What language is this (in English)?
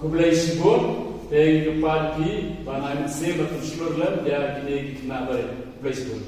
Khasi